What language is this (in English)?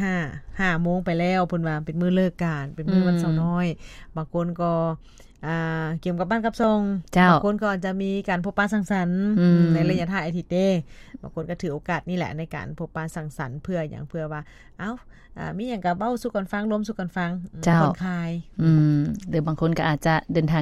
Lao